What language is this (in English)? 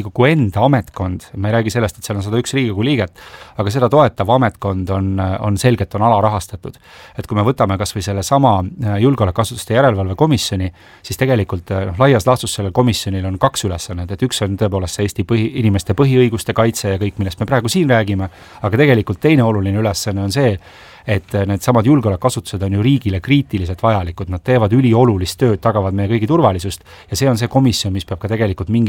Estonian